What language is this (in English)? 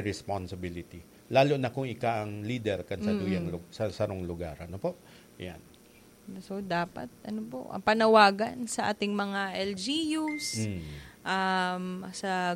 Bikol